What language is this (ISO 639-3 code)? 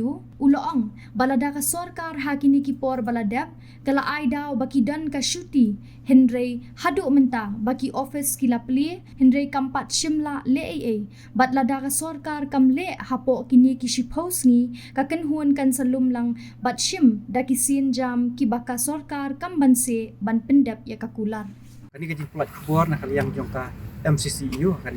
kha